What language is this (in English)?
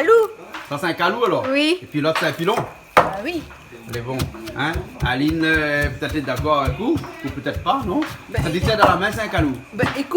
Réunion Creole French